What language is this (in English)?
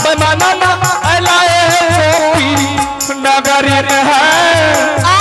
Angika